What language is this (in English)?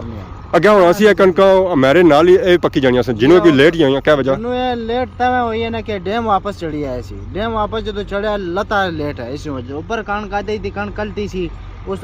Pahari-Potwari